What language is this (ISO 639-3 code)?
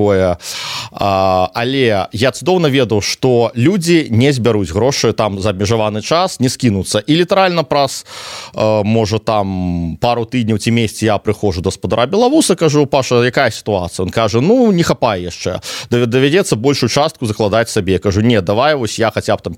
bel